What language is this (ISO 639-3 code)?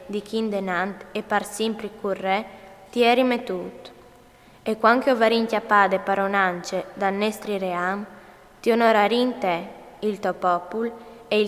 fur